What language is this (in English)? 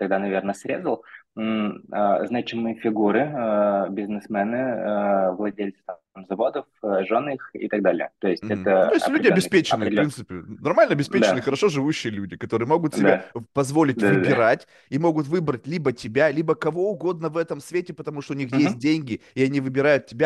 Russian